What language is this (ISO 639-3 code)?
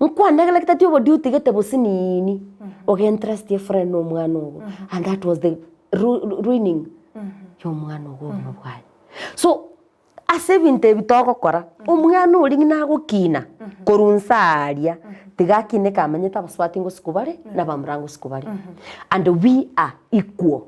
guz